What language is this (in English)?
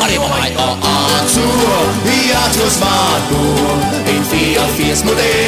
Danish